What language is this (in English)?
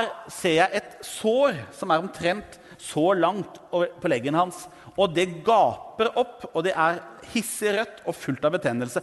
Norwegian